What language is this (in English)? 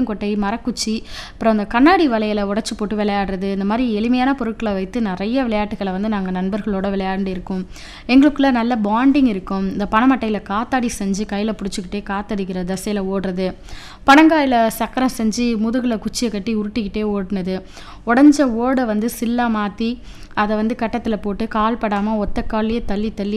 Tamil